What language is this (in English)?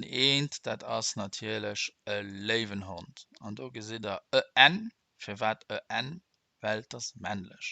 Luxembourgish